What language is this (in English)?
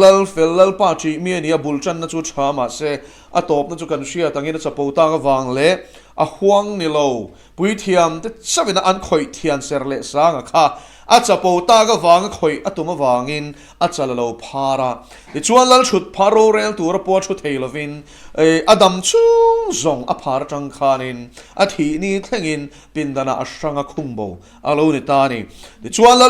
Mizo